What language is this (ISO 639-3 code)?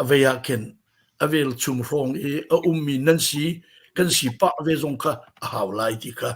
cnh